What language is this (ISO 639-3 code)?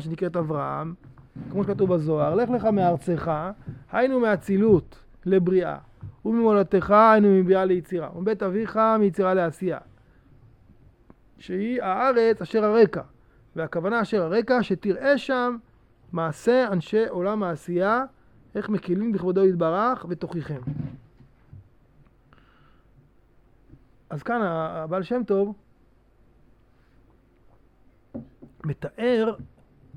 heb